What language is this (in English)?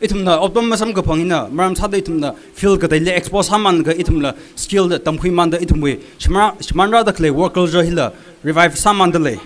Tangkhul Naga (India)